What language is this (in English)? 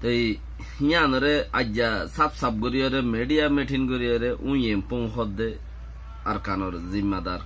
Rohingya